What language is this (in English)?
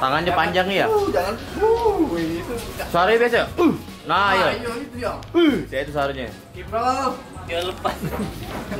Musi